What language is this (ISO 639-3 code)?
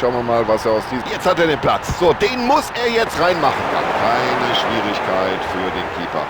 bar